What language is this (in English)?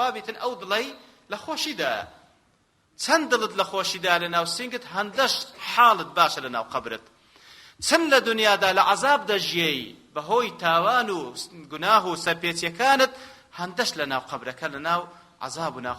Central Kurdish